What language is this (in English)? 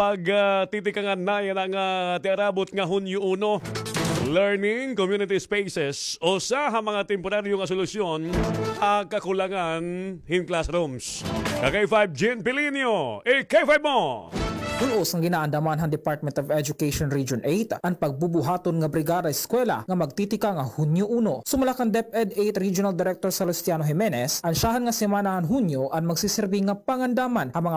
Waray